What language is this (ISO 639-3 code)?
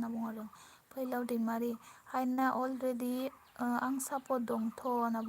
brx